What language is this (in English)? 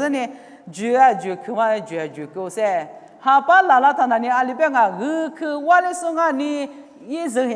Lisu